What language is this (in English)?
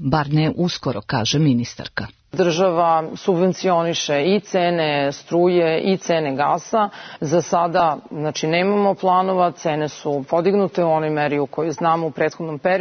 Serbian